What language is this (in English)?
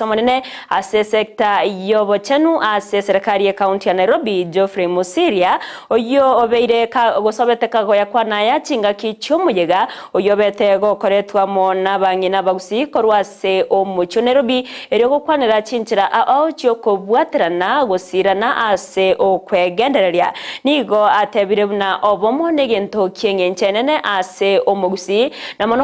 Gusii